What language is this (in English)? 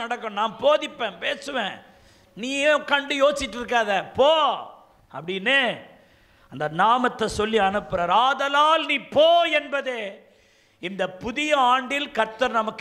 Tamil